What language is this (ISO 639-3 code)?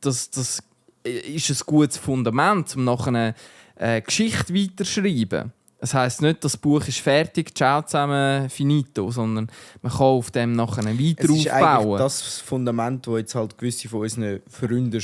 gsw